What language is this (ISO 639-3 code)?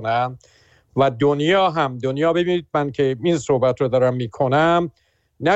fas